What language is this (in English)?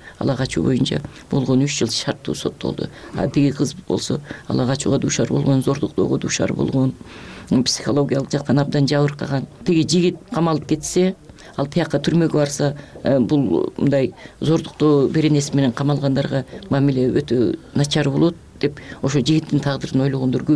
Kyrgyz